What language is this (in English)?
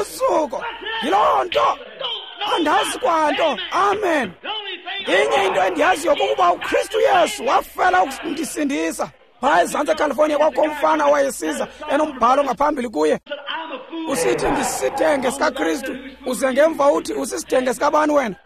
Xhosa